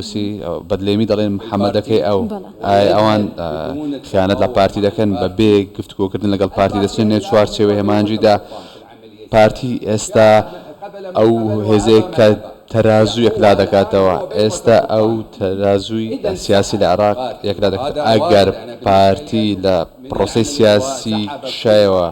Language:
Central Kurdish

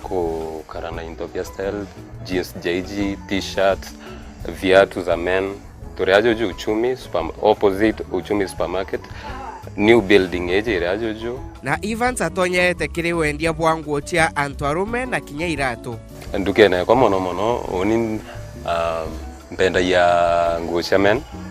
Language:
Meru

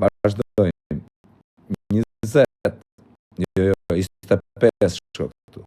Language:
Albanian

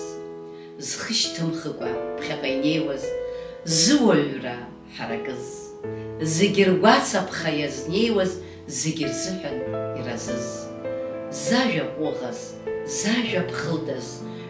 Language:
Abkhazian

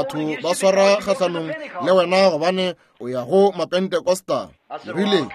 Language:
Northern Sotho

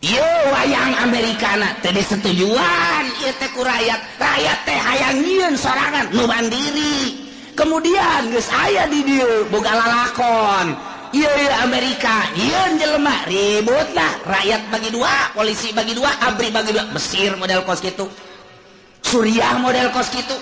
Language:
Sundanese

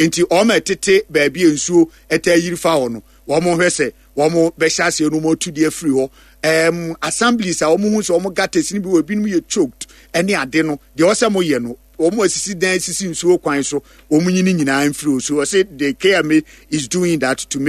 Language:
Akan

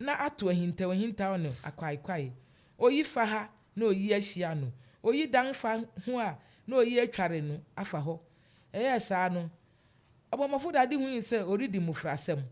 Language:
Akan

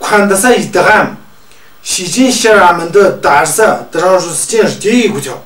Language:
Tu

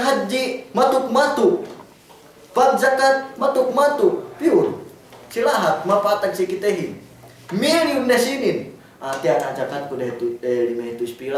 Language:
Yakan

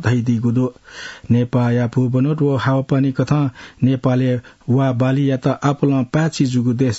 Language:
Newari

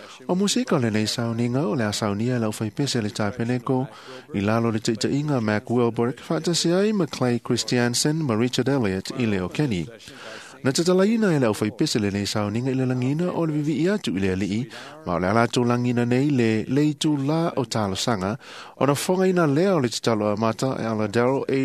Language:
Samoan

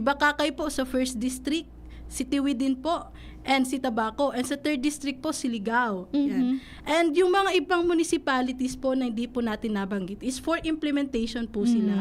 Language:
Bikol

